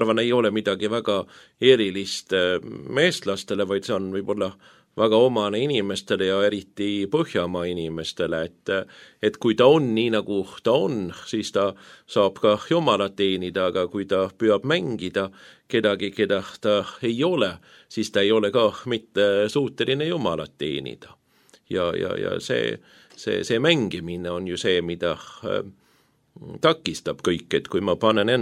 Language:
Estonian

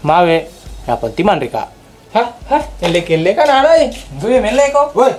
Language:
Buginese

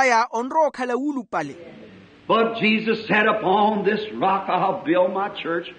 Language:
Makhuwa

